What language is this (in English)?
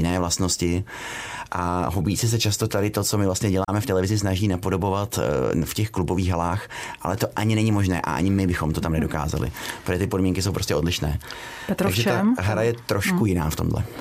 Czech